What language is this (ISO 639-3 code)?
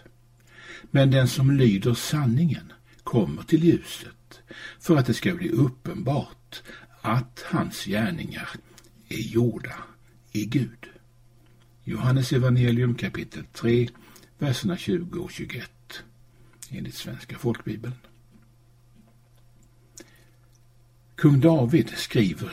swe